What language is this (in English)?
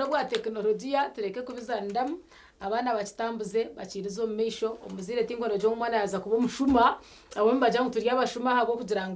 Nyankole